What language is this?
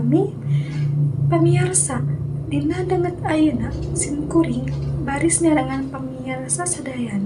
Sundanese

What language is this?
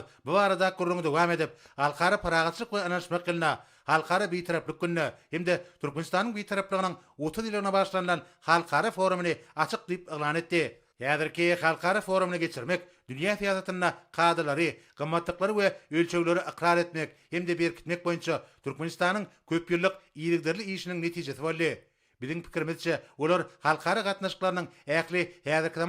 Turkmen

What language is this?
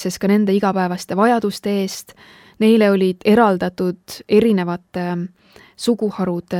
Estonian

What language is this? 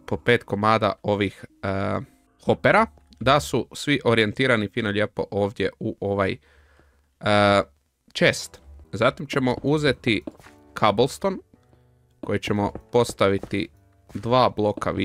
Croatian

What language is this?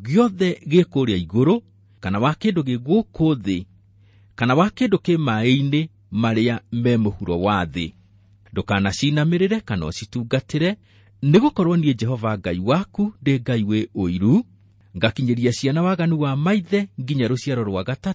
Kikuyu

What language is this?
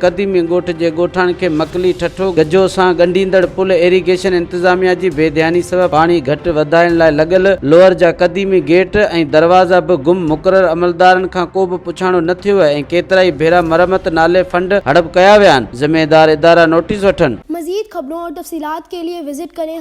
Sindhi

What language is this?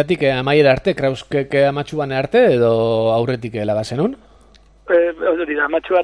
Basque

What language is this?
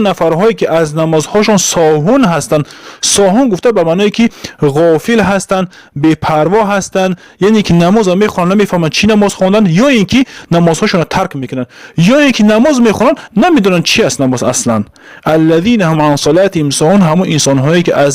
Tajik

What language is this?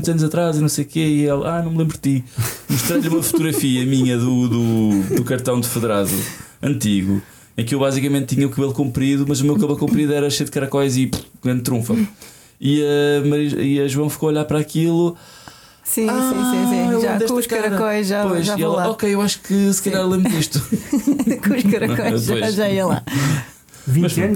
Portuguese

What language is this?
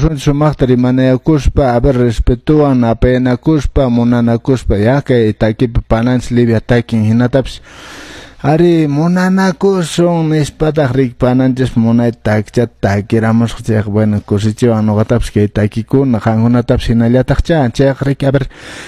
Quechua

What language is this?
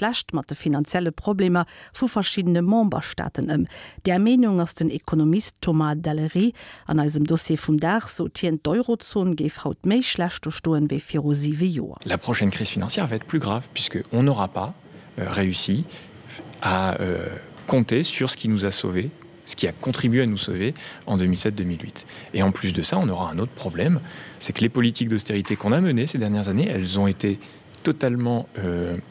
Luxembourgish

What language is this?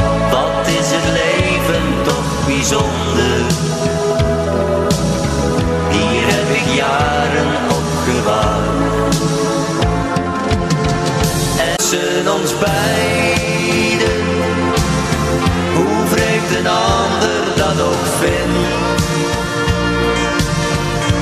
Dutch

